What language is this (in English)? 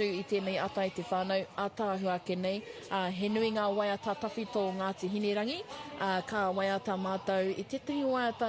Māori